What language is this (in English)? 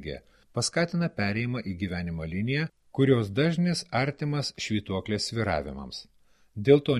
Lithuanian